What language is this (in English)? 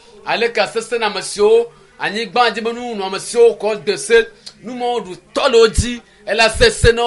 Ewe